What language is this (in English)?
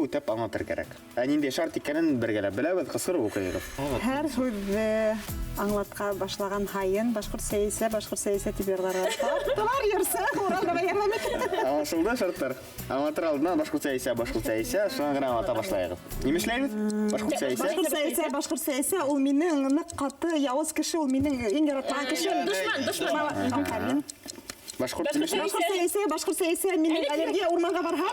Bashkir